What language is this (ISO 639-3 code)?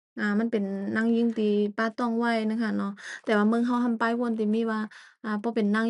shn